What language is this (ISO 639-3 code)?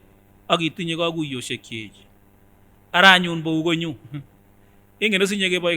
sgc